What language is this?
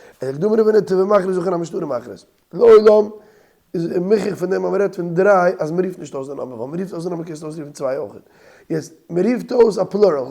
Yiddish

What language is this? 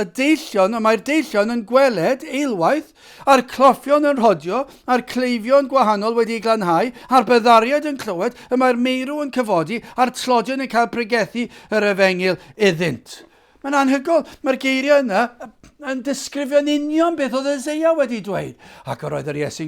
Welsh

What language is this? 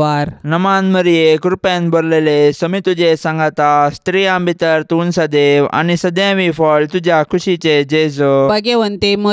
Konkani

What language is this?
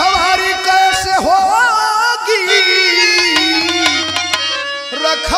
Bhojpuri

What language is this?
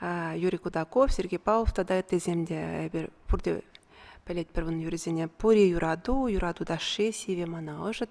Chuvash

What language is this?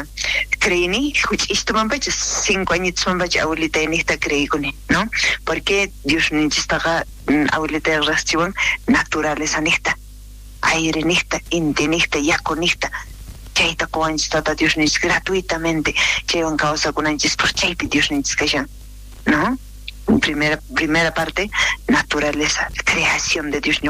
South Bolivian Quechua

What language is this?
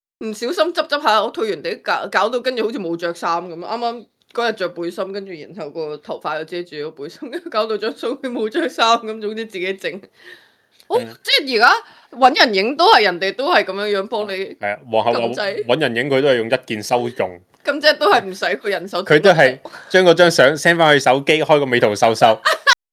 Cantonese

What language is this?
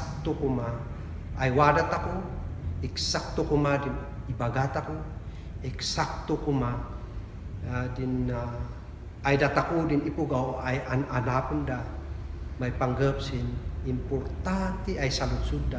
Kankanaey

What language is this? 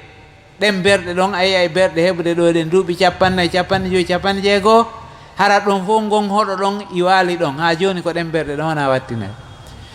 Fula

